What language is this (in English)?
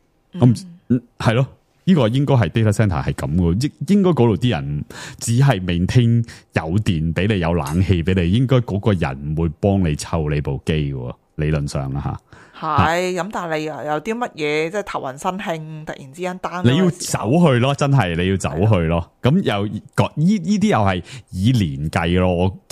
Cantonese